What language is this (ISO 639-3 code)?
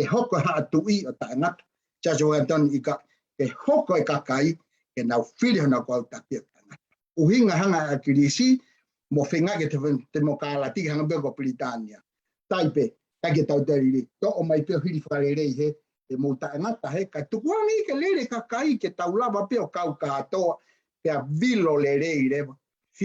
ton